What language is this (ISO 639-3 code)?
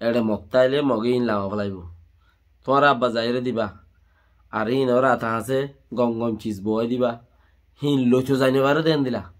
rhg